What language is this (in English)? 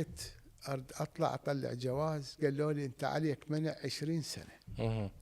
Mesopotamian Arabic